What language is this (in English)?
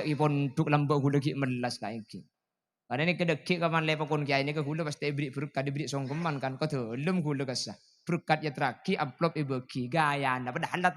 Madurese